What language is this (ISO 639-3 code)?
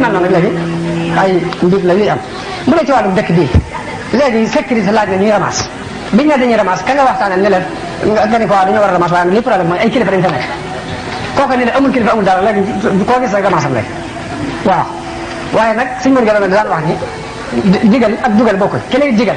wol